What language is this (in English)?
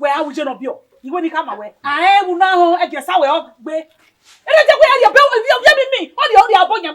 Bini